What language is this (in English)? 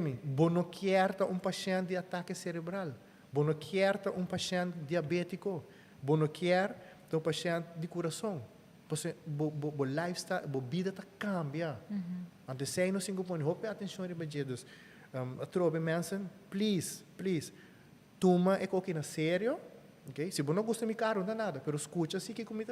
Papiamento